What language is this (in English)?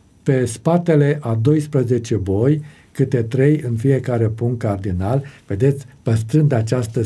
Romanian